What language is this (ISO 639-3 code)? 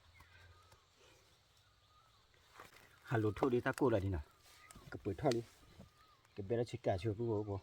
ksw